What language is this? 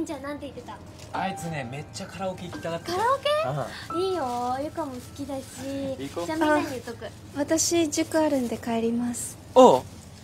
Japanese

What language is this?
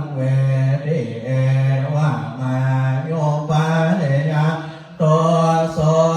Pali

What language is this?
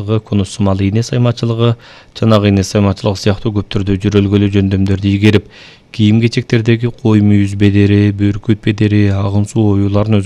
Kyrgyz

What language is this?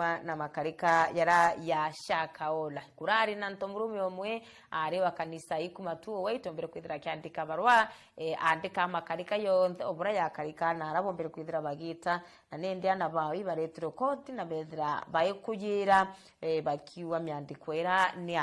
Meru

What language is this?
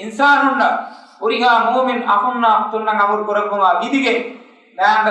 Divehi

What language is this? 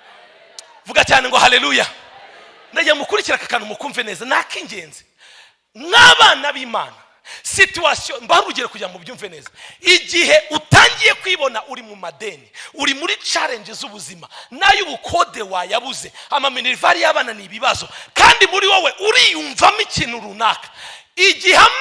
Kinyarwanda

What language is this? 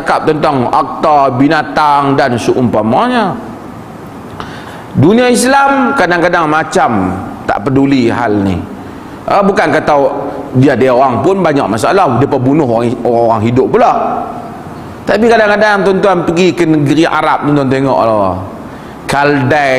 Malay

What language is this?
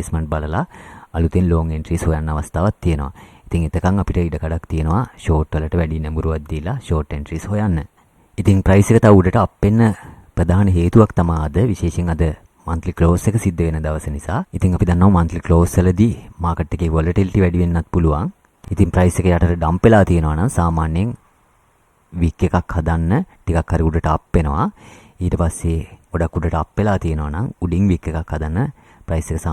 Sinhala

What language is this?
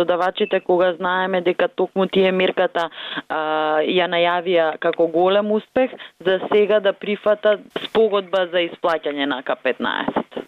Macedonian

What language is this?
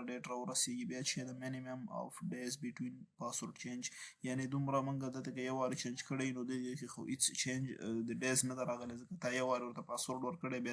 Pashto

